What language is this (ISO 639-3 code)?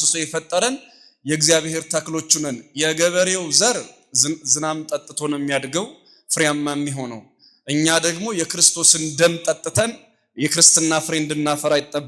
amh